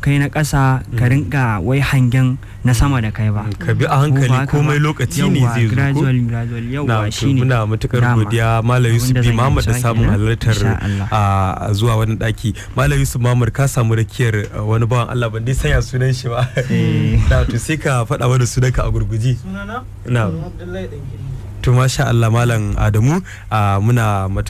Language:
Hausa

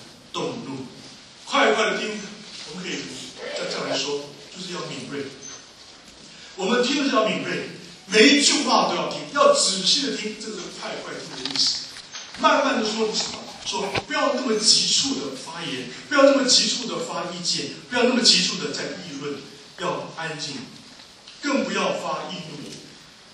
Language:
Chinese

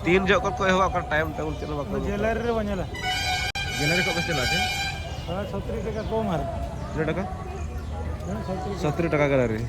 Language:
Santali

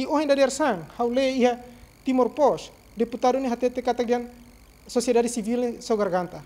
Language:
Tetum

